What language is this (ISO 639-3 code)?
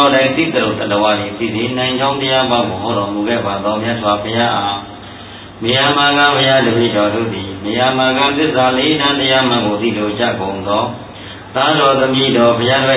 mya